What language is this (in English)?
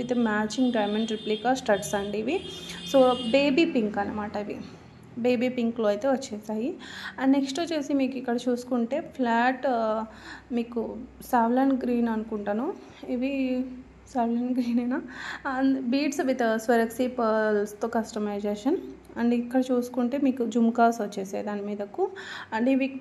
Telugu